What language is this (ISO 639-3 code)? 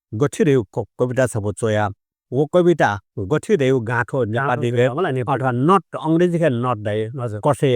new